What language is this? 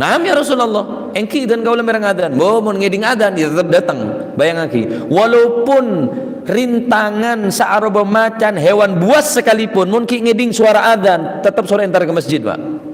Madurese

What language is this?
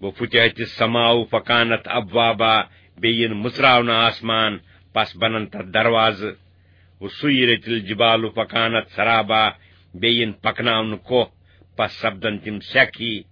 Kashmiri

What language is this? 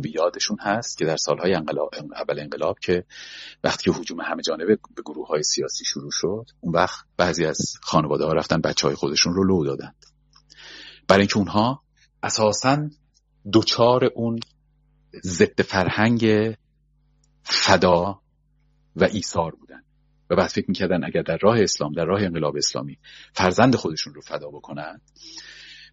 Persian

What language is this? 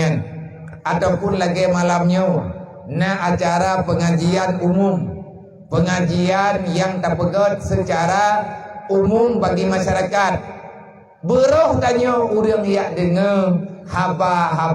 Achinese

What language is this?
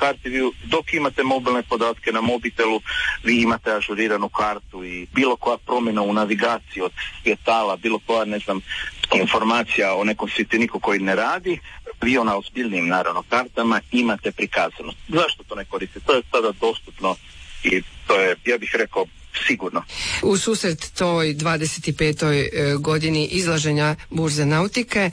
Croatian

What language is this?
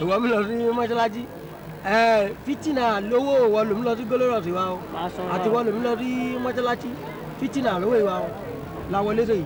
Yoruba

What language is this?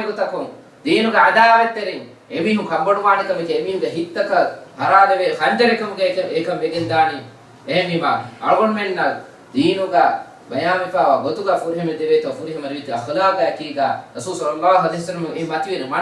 Divehi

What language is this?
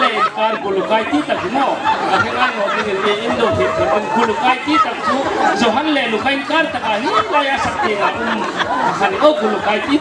Hmar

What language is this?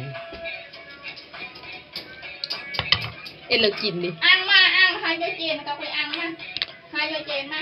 Lao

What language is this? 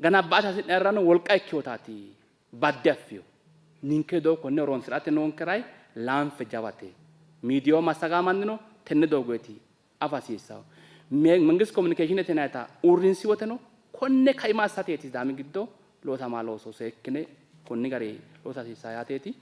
Sidamo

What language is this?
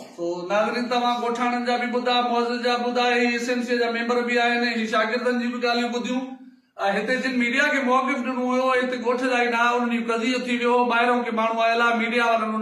Sindhi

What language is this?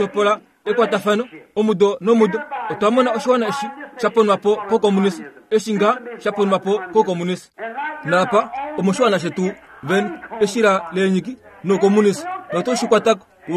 Kuanyama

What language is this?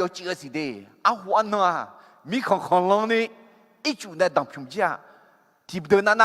Akha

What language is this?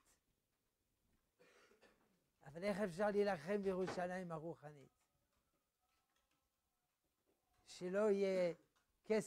Hebrew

